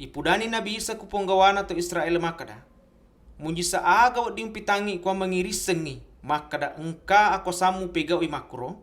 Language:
Buginese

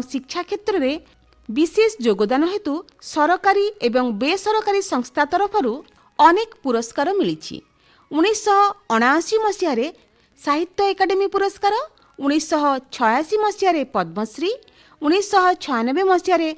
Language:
Odia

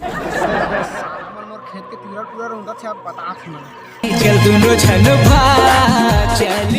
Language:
Chhattisgarhi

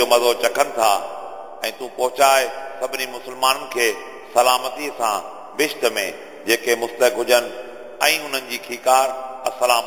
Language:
Sindhi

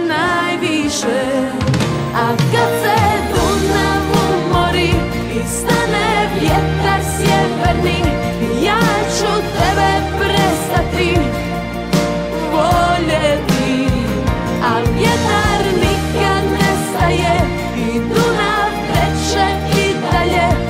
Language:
Croatian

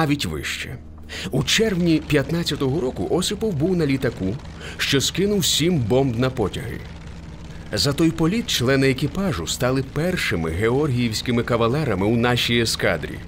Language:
Ukrainian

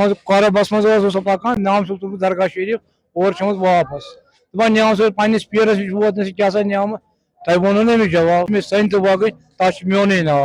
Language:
Kashmiri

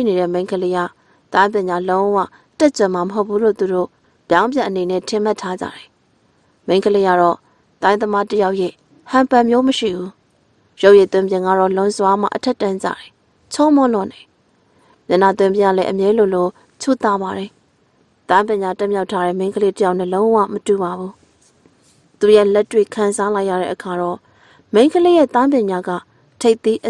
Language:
Burmese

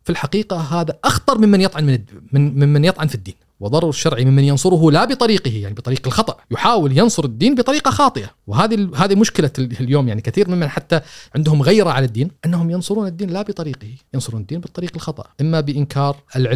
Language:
Gulf Arabic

